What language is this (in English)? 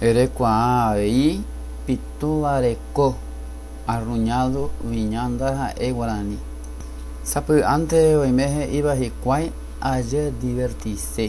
Guarani